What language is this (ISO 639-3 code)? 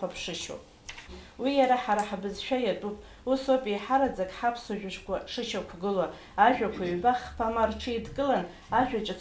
abk